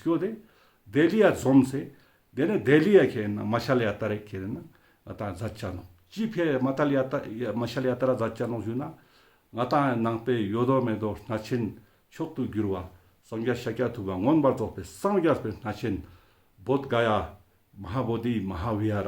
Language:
Ladakhi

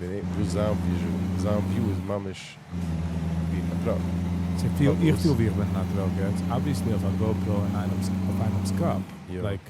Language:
Yiddish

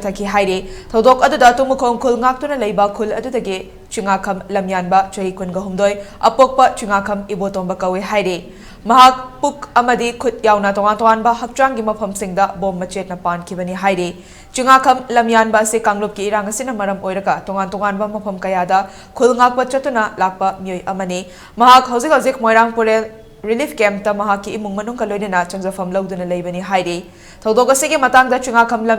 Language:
Manipuri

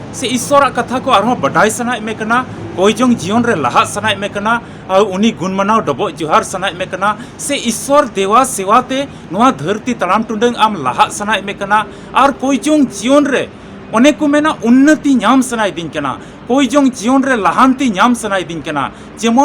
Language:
Santali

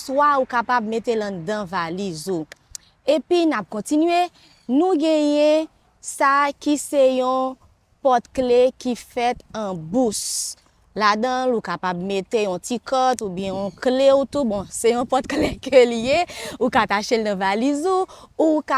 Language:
Haitian Creole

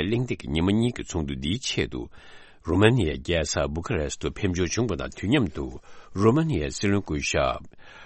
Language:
Tibetan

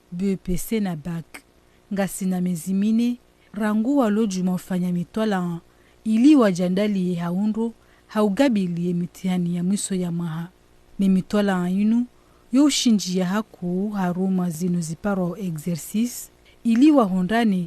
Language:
Ngazidja Comorian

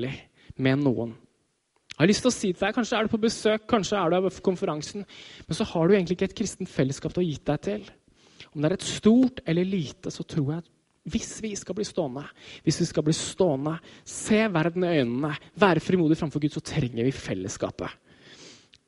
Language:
Norwegian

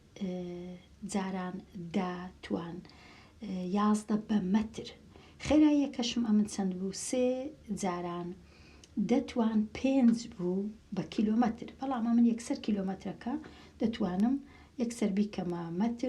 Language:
Central Kurdish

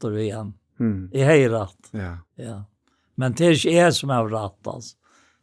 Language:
Faroese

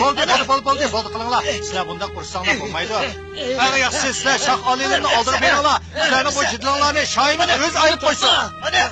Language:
Uyghur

